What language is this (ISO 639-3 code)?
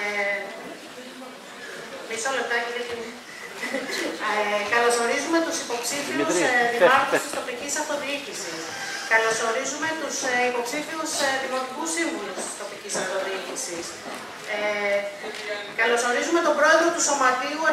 ell